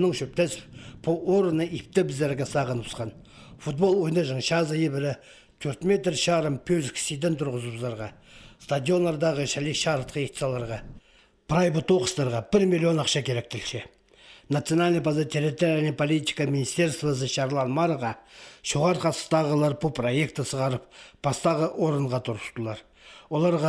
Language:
Khakas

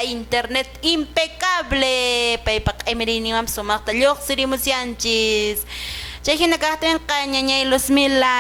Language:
Quechua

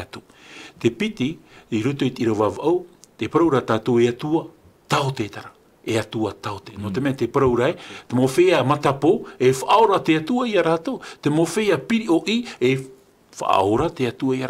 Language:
Tahitian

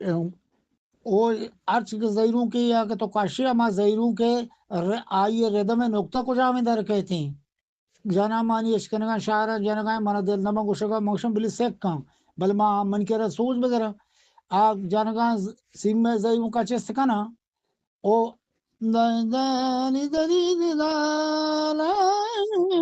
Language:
Eastern Balochi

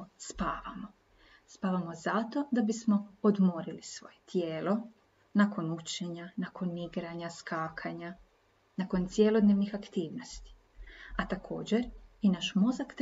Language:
Croatian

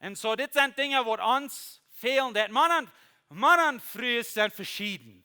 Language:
Plautdietsch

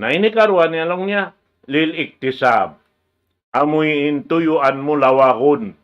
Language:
Tausug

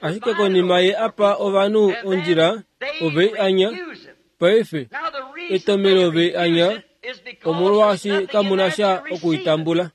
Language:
Kuanyama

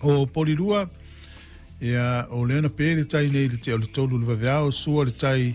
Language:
Samoan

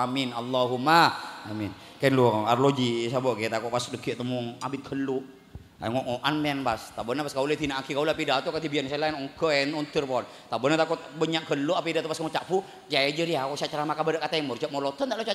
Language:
Madurese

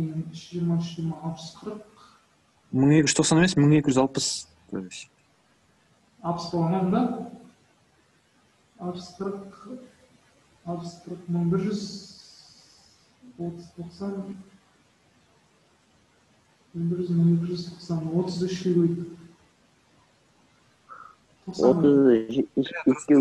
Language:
Kazakh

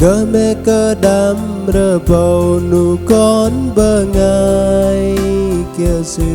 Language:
Bahnar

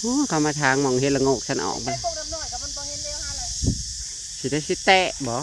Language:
Northeastern Thai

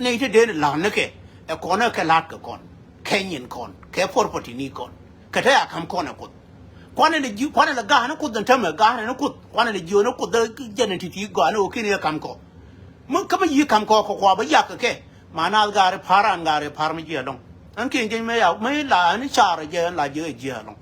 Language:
Nuer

